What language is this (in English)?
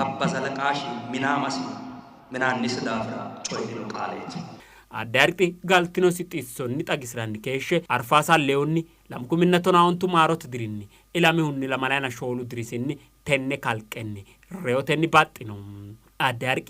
Sidamo